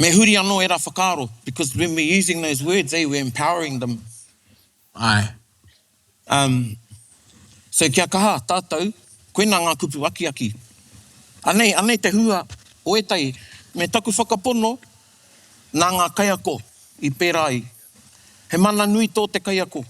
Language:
Māori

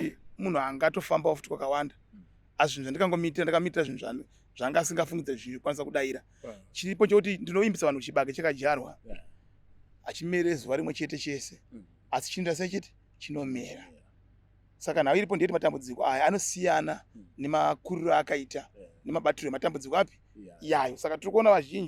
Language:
Shona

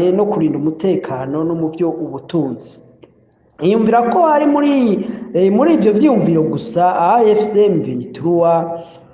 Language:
Rundi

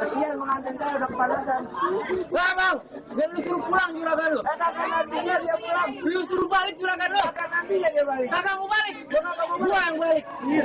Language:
Betawi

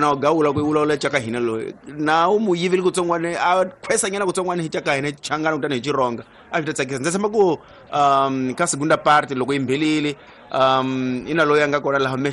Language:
Tsonga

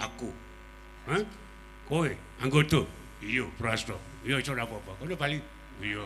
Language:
Javanese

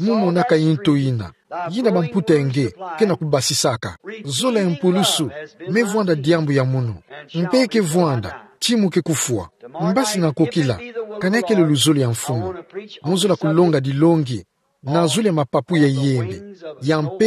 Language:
Kituba (Democratic Republic of Congo)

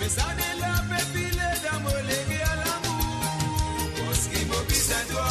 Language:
Morisyen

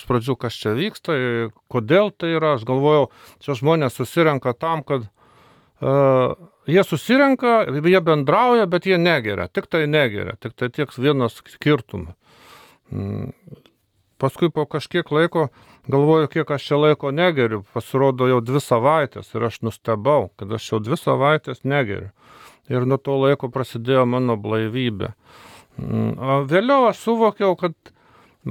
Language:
Lithuanian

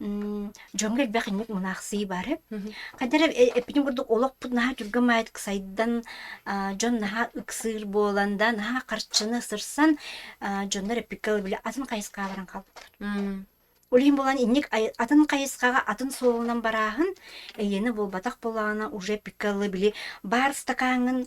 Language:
Yakut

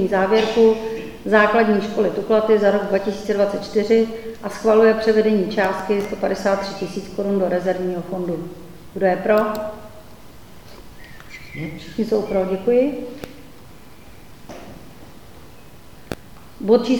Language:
Czech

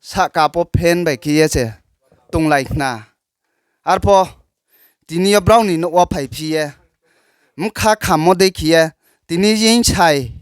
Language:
Riang (India)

